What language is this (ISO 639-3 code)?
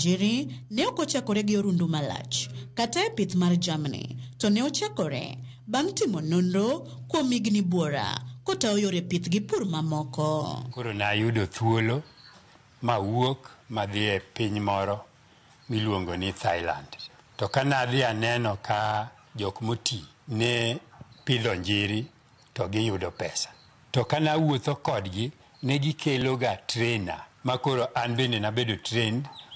luo